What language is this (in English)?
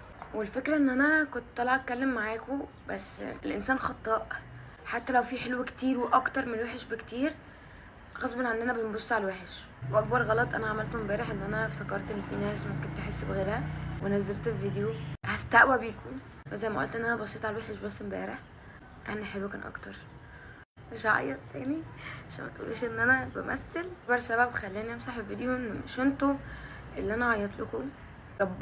Egyptian Arabic